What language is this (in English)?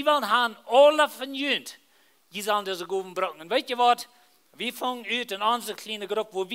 Plautdietsch